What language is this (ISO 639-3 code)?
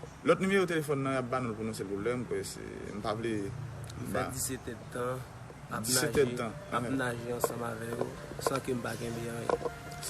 hat